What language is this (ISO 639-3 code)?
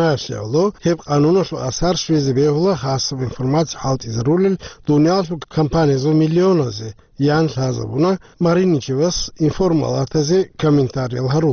ava